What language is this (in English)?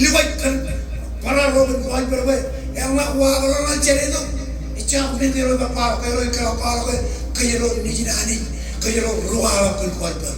Marshallese